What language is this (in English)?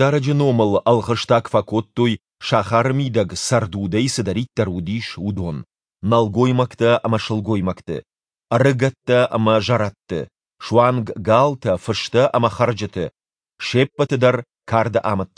Ossetic